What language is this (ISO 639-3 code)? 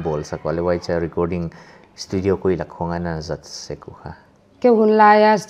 pck